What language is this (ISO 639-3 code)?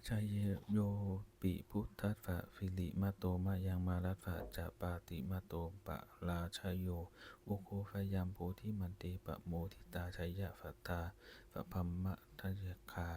pli